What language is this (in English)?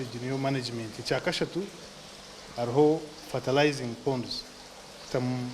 Nyankole